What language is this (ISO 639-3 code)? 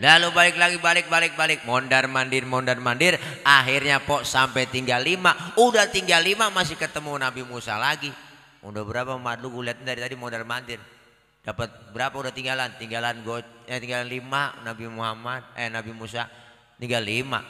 bew